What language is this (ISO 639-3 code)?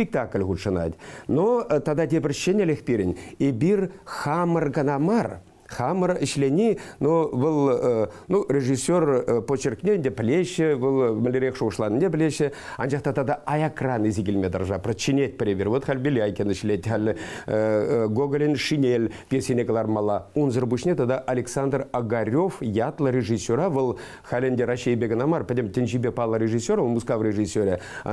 chv